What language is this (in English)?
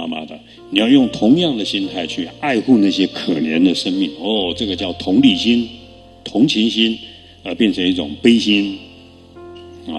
Chinese